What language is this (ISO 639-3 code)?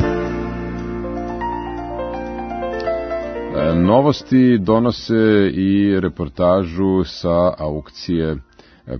srp